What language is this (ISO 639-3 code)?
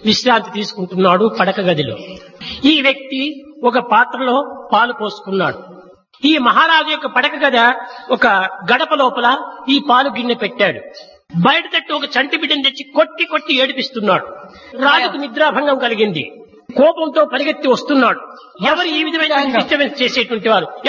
tel